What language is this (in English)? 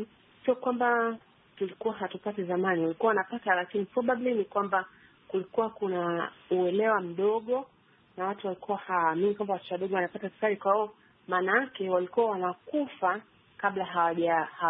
Swahili